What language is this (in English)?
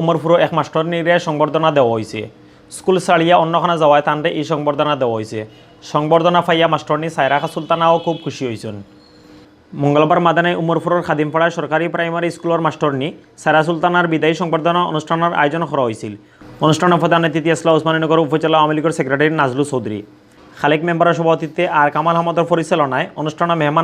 Sylheti